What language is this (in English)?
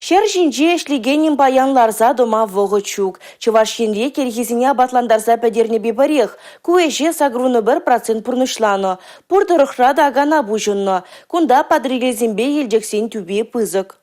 Chuvash